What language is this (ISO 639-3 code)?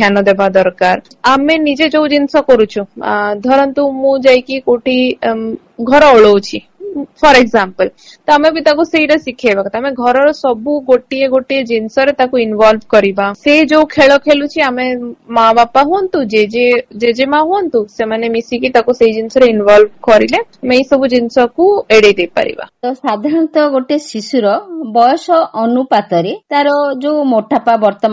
ori